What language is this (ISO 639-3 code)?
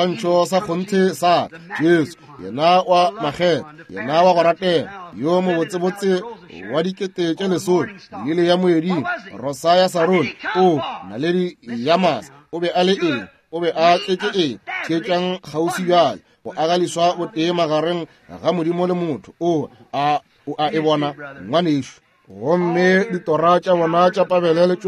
nso